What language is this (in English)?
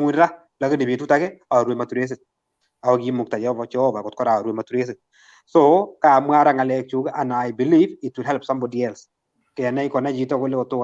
Kalenjin